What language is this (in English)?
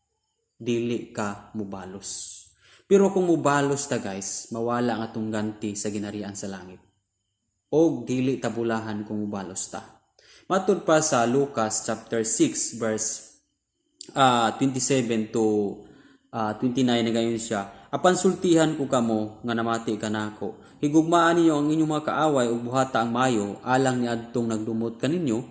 Cebuano